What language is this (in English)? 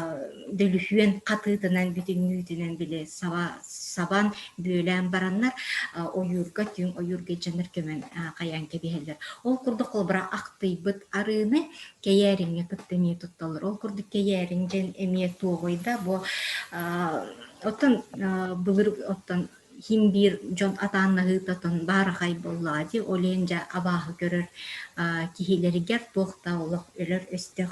Yakut